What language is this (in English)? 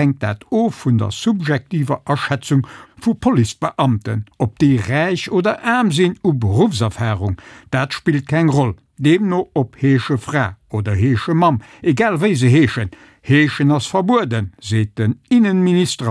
Luxembourgish